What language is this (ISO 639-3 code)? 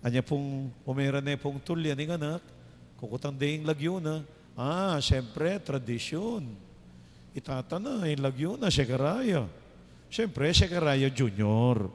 pam